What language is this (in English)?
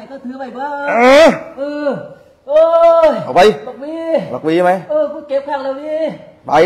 Thai